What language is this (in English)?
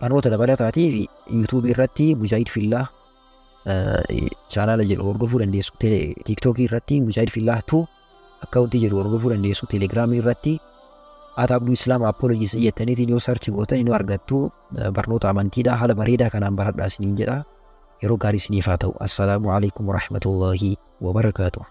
Oromo